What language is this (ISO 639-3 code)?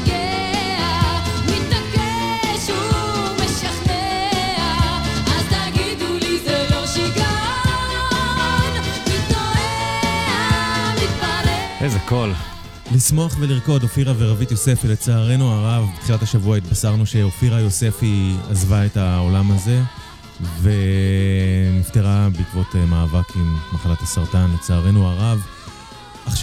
heb